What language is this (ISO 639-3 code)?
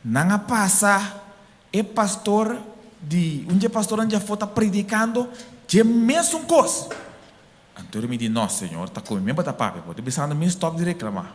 pap